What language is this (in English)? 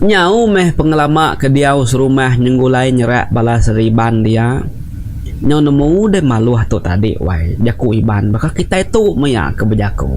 Iban